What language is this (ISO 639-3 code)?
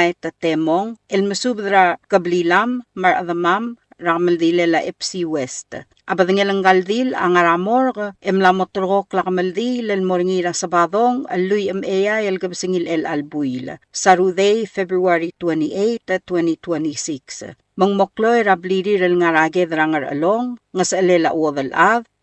pau